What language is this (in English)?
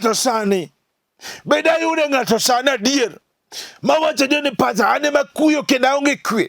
Luo (Kenya and Tanzania)